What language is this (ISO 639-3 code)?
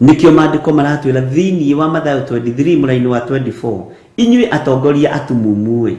kik